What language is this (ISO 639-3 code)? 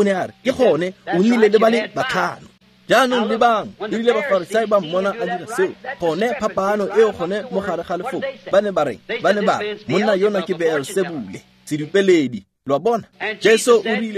tsn